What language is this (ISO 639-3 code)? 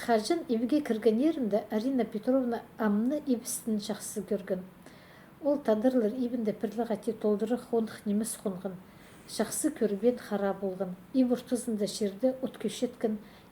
kjh